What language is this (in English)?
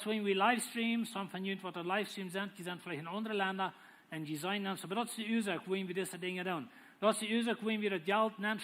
Plautdietsch